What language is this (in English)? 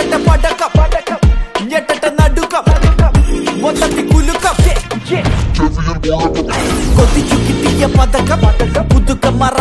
Malayalam